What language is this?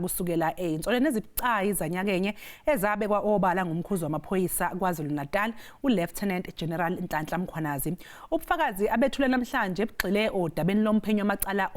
Zulu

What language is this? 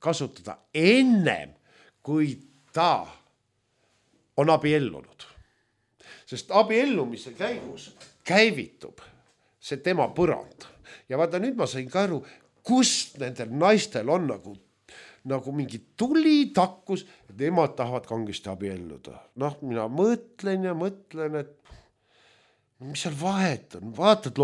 Estonian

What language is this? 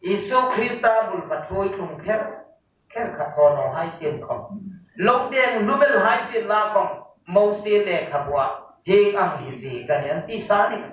Hmar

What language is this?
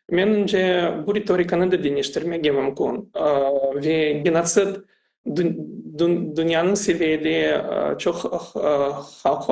Crimean Tatar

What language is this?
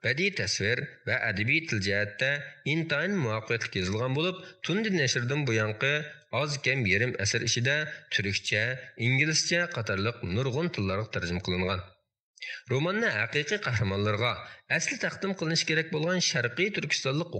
Uyghur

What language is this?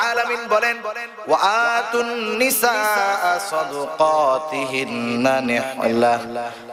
Bangla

